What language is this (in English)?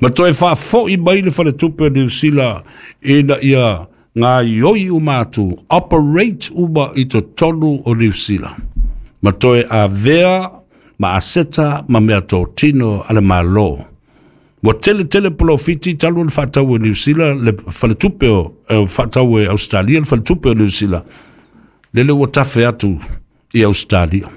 Samoan